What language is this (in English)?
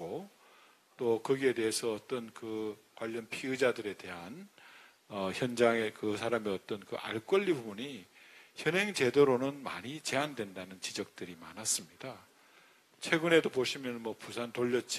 Korean